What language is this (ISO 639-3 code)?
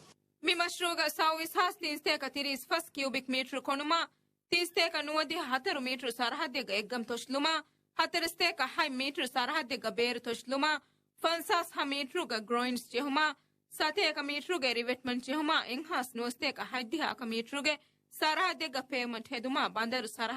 div